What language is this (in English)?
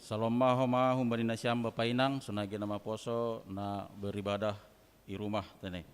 Batak Simalungun